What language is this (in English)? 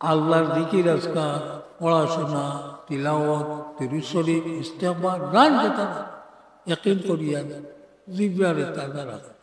Sylheti